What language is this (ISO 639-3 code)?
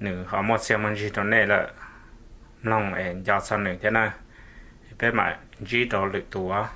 hmn